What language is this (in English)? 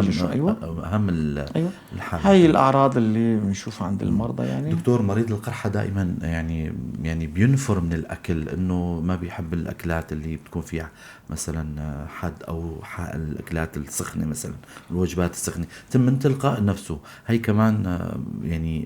North Levantine Arabic